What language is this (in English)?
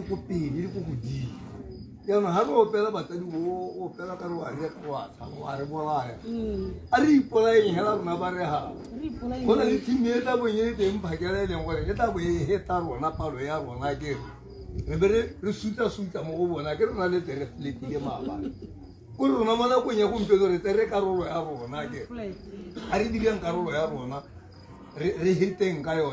Tswana